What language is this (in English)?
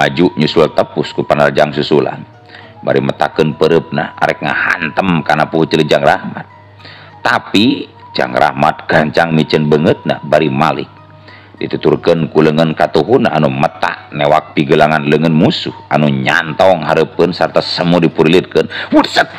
Sundanese